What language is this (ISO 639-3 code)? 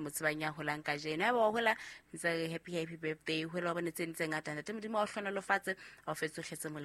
sot